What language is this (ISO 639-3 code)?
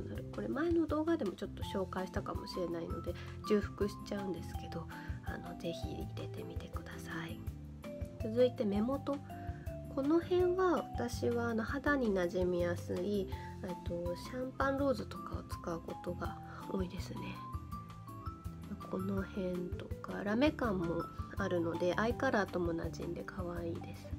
jpn